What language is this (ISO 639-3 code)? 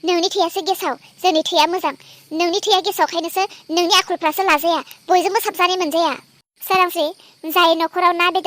brx